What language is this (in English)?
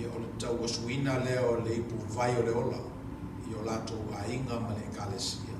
Samoan